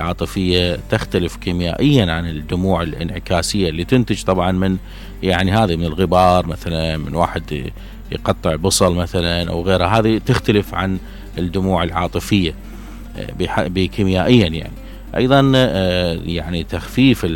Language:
Mesopotamian Arabic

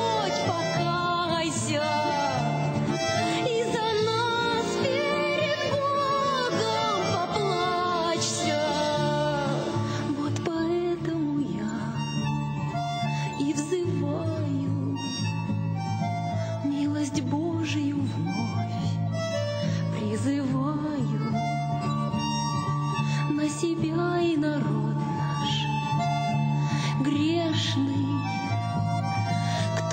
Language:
Russian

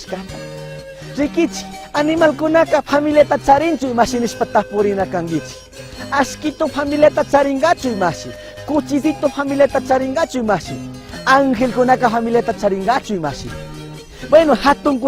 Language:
Chimborazo Highland Quichua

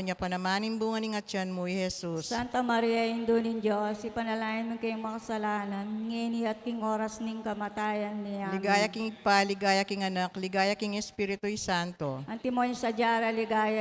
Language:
Pampanga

